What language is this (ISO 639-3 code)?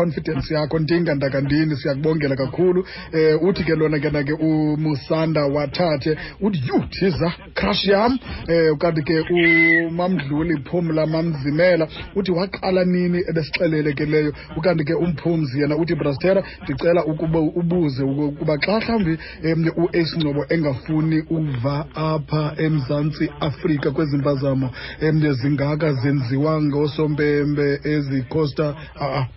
xho